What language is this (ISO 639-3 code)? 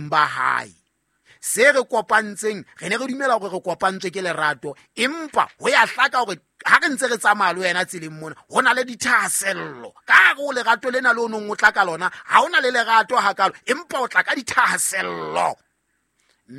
sot